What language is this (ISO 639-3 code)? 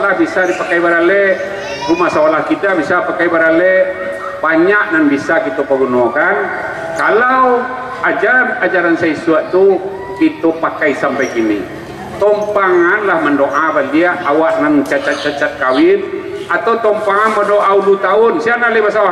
min